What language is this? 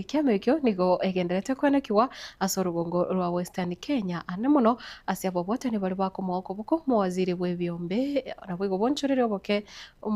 Gusii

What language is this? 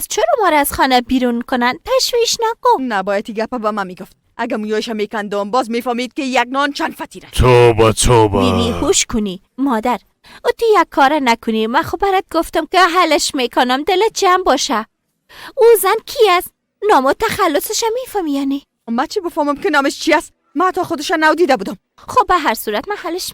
Persian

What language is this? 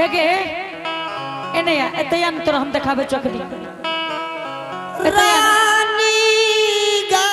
Angika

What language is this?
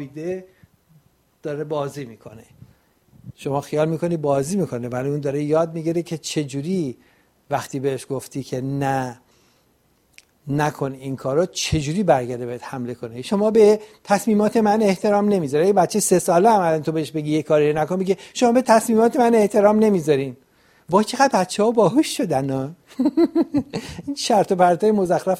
Persian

